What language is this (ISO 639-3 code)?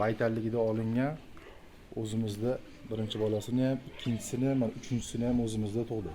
uzb